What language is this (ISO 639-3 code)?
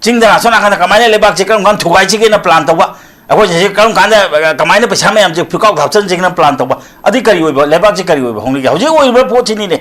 mni